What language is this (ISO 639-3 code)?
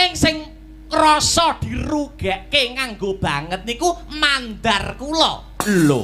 jav